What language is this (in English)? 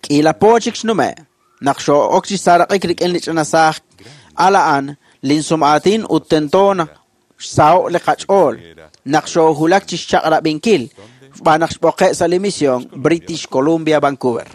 Kekchí